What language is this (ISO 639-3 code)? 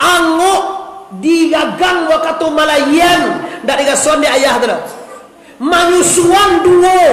min